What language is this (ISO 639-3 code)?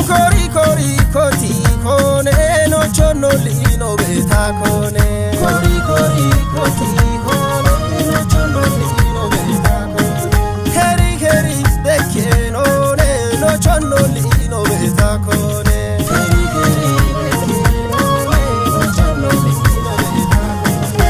kbr